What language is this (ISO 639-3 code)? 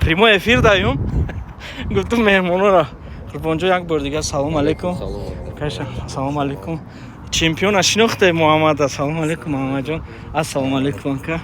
tgk